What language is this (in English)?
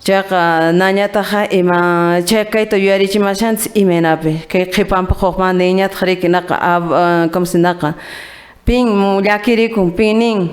Quechua